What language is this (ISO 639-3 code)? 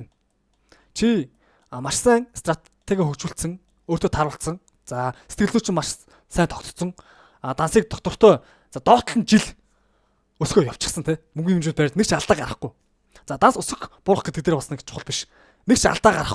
mon